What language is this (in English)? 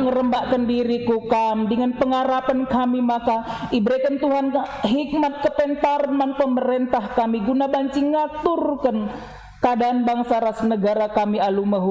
Batak Karo